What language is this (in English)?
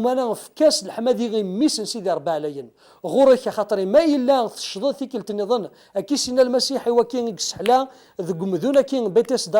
Kabyle